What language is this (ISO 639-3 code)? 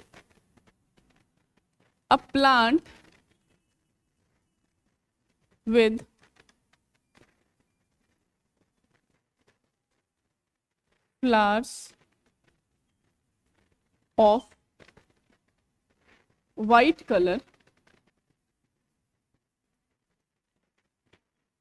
hin